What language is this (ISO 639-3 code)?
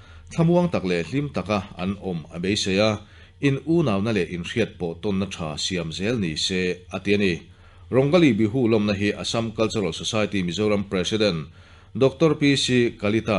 lus